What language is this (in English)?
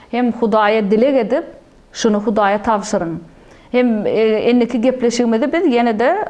Turkmen